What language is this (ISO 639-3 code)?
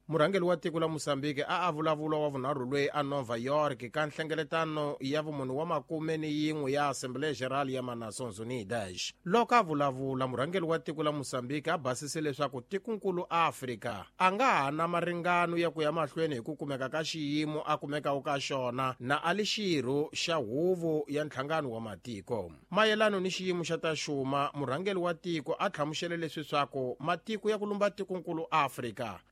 tso